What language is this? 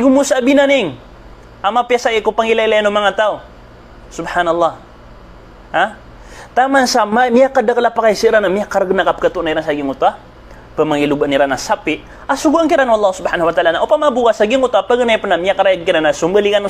Maranao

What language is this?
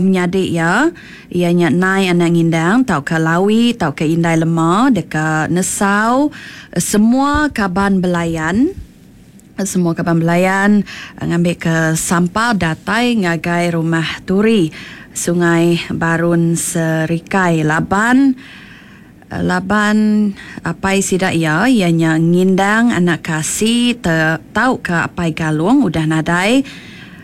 Iban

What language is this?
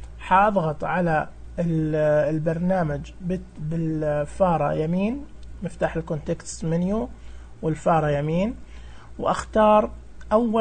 Najdi Arabic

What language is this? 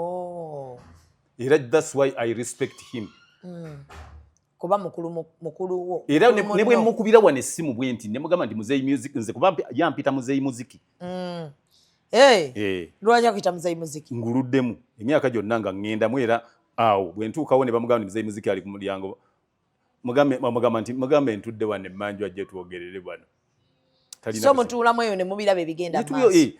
Ganda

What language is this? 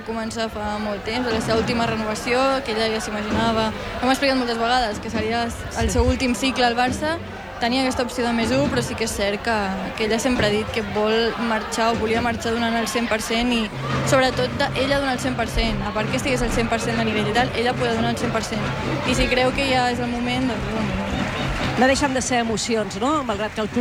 Catalan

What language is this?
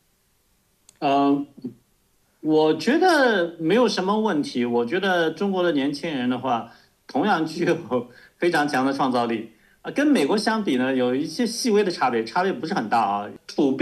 Chinese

